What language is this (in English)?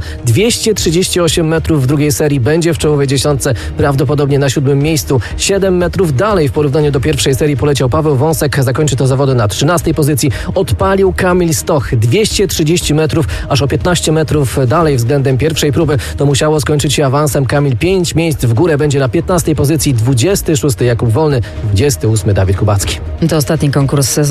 Polish